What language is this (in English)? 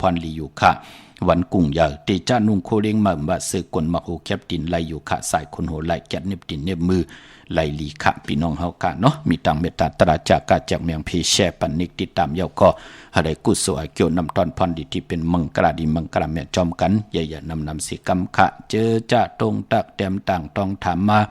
Shan